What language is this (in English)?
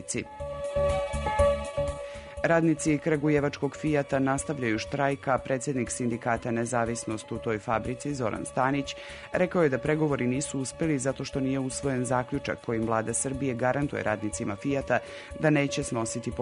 Serbian